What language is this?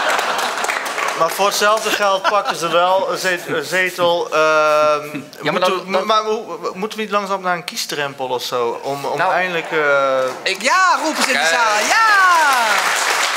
Dutch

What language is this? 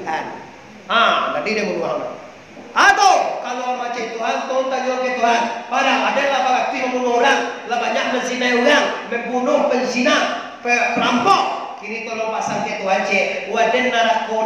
Minangkabau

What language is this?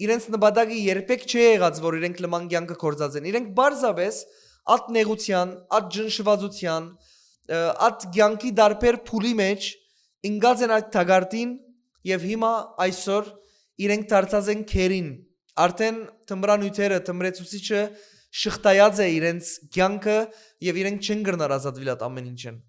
Western Armenian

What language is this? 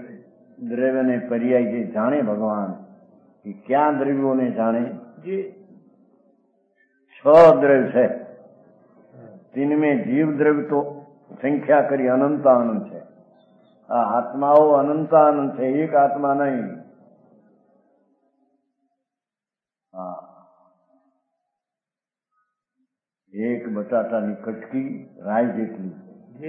Gujarati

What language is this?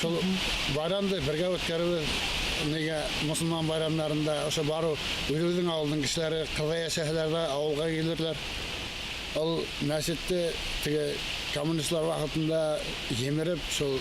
Bashkir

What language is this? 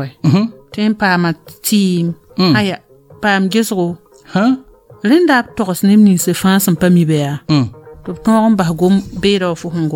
Mossi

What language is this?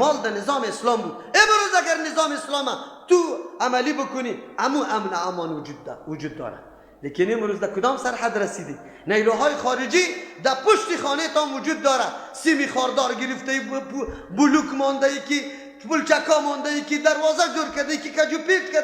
Persian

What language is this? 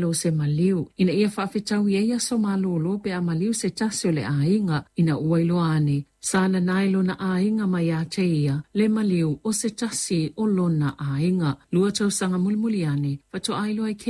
Samoan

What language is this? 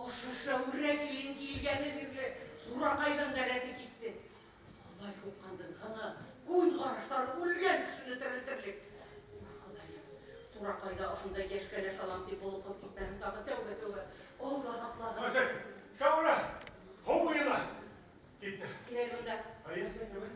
Bashkir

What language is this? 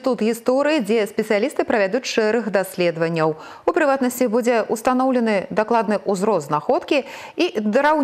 Belarusian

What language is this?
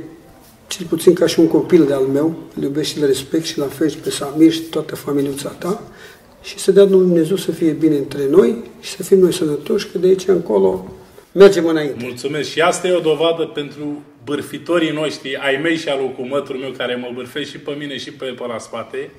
Romanian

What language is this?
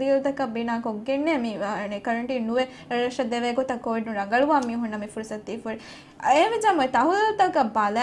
Divehi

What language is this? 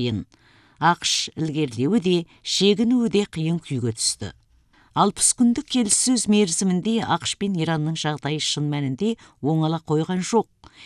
Kazakh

